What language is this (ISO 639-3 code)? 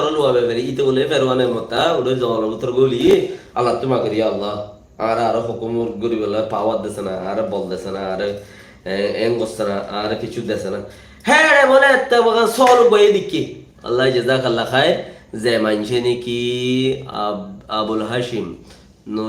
rhg